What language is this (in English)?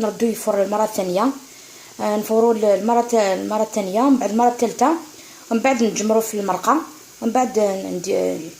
Algerian Arabic